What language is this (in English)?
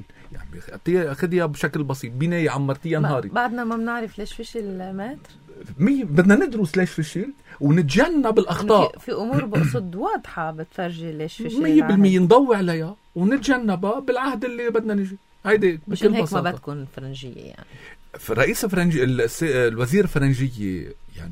North Levantine Arabic